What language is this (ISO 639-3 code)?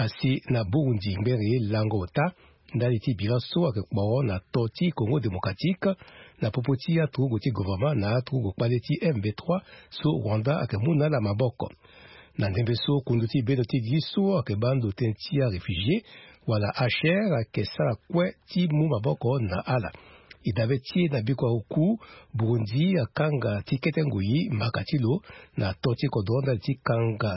sag